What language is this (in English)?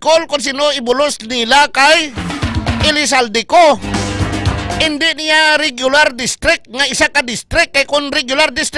Hiligaynon